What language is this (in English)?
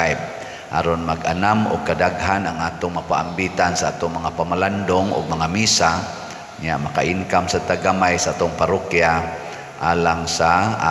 Cebuano